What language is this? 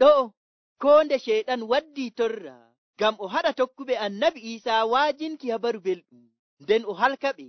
Nigerian Fulfulde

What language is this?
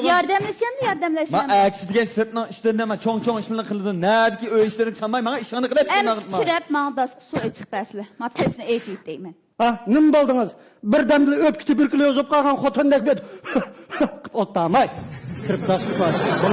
Uyghur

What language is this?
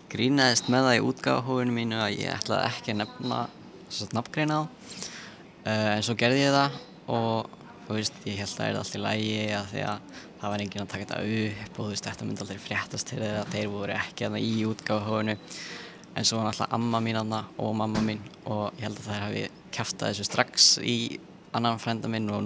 Icelandic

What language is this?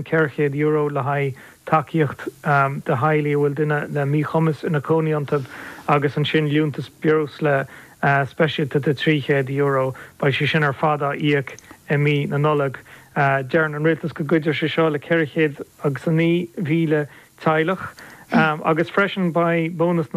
Irish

